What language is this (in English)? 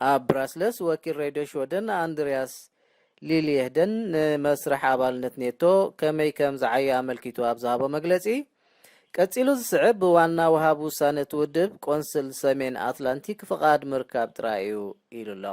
Tigrinya